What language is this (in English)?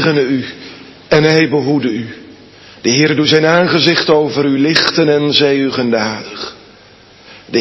Dutch